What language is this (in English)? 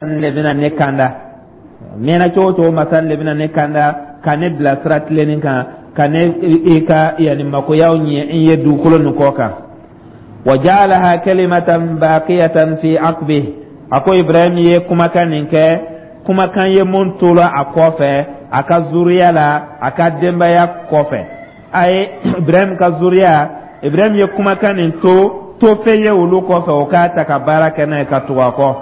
Dyula